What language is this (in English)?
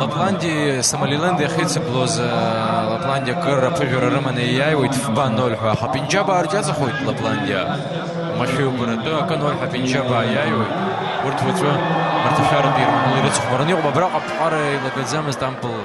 Abkhazian